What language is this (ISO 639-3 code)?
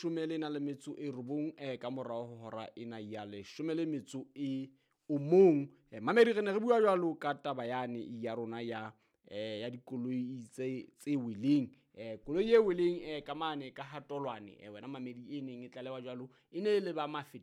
sot